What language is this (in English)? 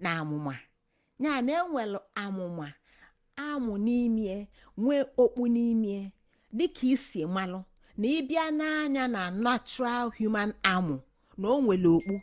Igbo